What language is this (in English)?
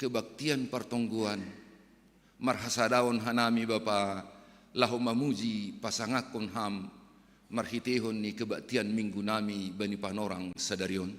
Batak Simalungun